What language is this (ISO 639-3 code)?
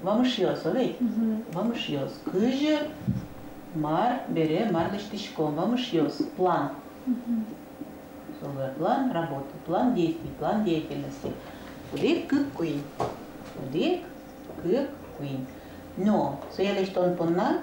udm